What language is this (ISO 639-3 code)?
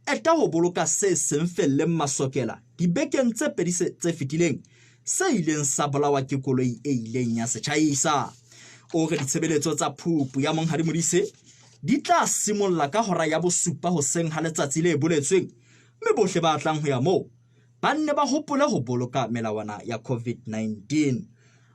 sot